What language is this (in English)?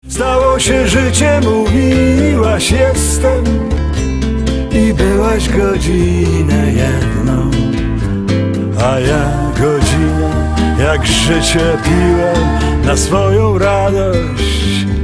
Polish